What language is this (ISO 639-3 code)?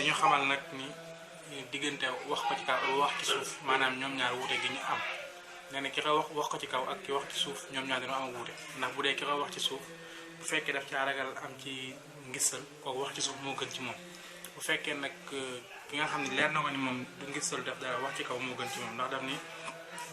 wol